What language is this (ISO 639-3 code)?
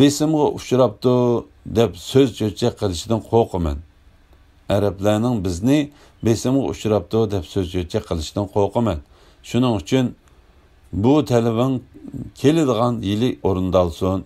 uig